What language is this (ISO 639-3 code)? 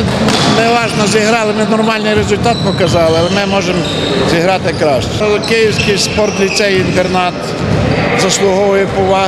ukr